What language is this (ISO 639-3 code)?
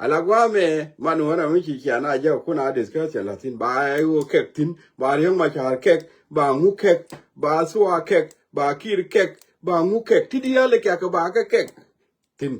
nus